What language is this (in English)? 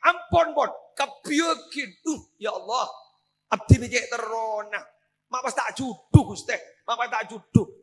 Madurese